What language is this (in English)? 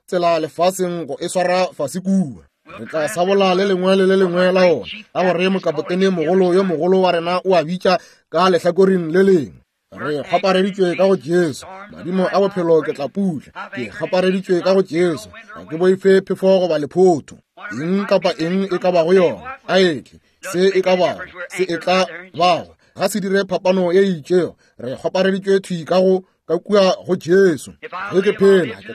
Northern Sotho